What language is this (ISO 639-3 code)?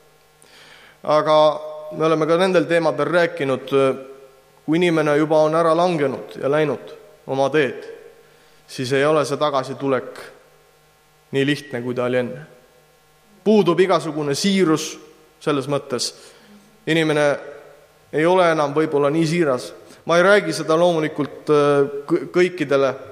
est